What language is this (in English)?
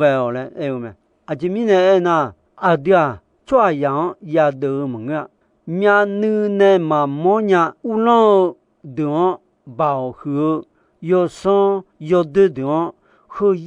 Akha